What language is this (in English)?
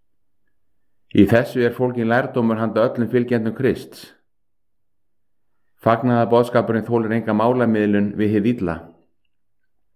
Icelandic